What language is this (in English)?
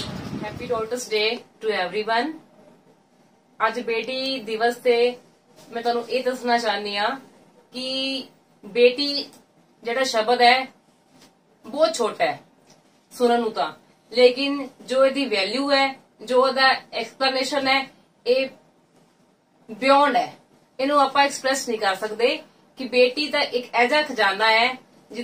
Punjabi